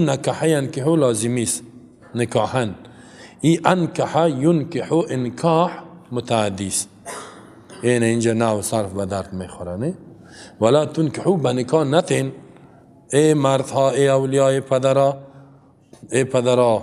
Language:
Persian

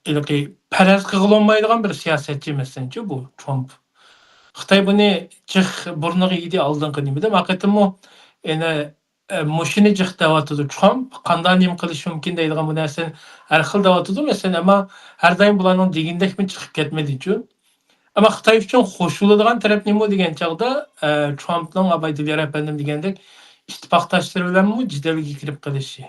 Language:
Uyghur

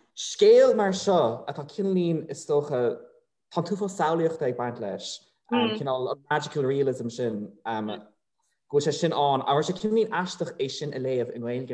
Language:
Irish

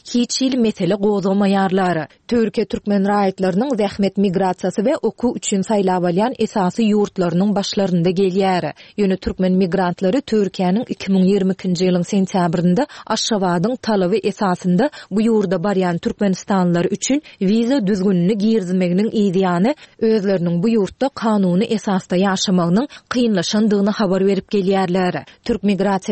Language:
Turkmen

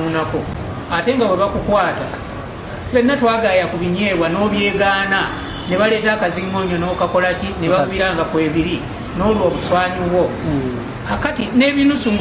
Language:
Ganda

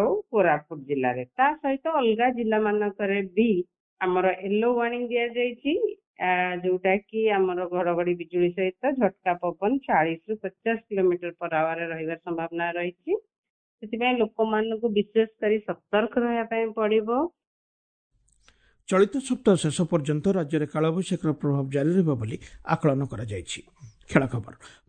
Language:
Odia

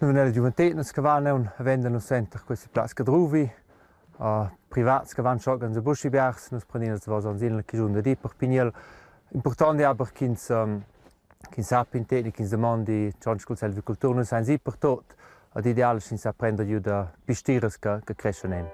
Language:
Romansh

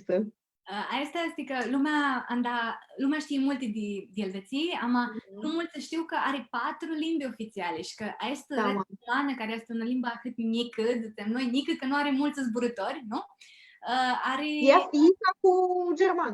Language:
Aromanian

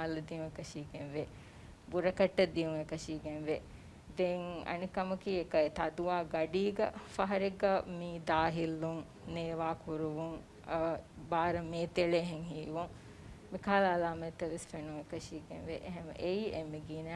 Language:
Divehi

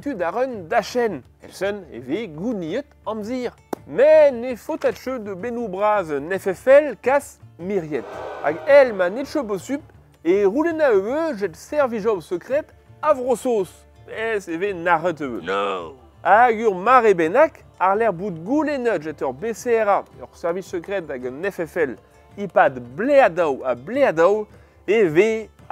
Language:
Breton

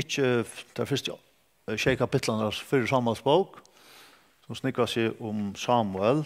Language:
Faroese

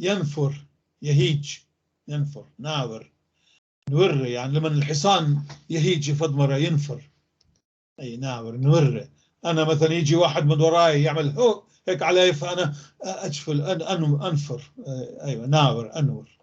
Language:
North Levantine Arabic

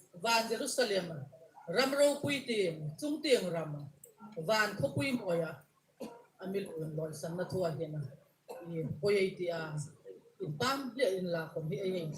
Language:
Hmar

